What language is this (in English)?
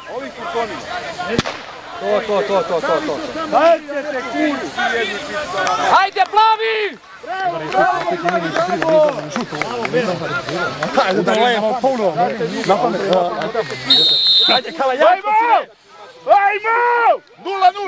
Serbian